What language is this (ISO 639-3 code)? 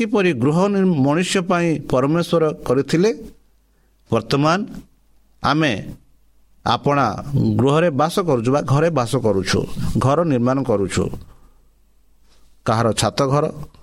ori